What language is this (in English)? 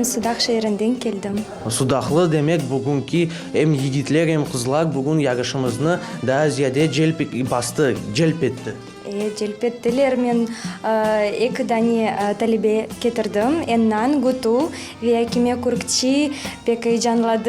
Crimean Tatar